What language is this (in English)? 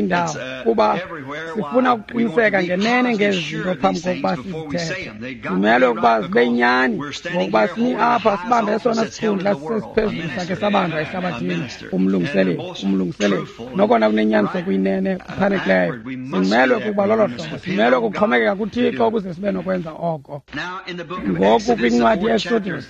Xhosa